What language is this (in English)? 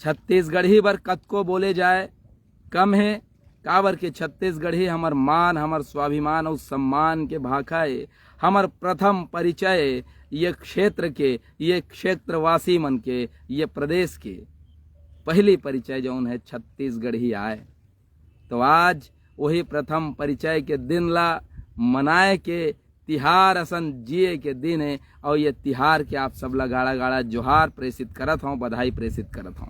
Chhattisgarhi